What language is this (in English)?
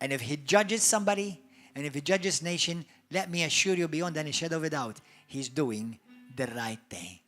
English